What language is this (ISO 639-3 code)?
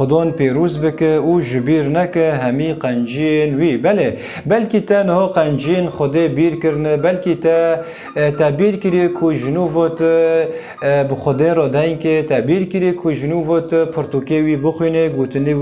kur